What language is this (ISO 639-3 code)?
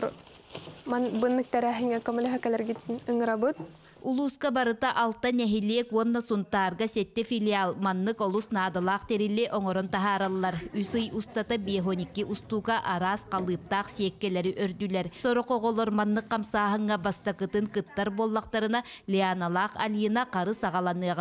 sah